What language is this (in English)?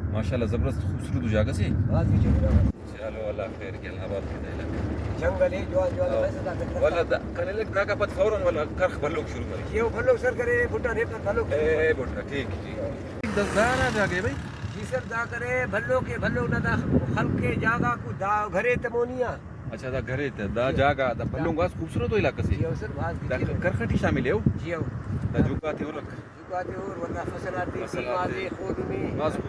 Brahui